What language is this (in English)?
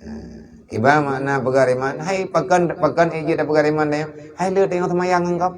Achinese